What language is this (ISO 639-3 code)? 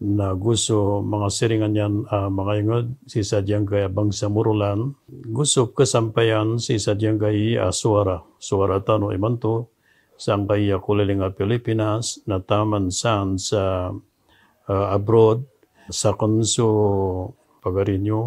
mrw